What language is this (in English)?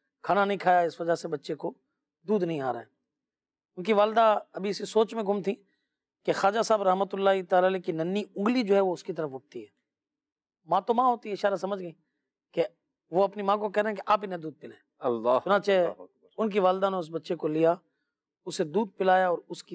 Urdu